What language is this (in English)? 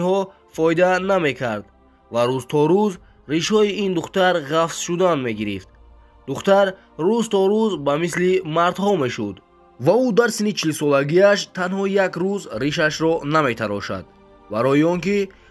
Tajik